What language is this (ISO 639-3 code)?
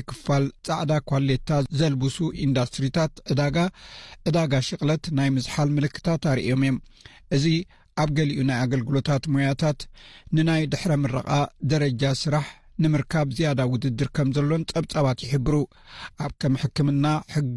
tir